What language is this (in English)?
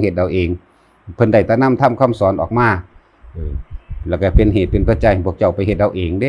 Northeastern Thai